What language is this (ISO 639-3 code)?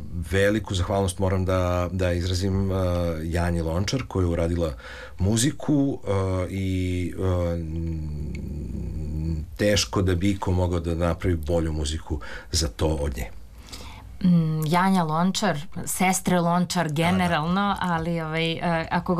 srp